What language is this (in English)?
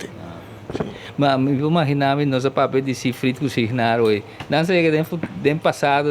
Papiamento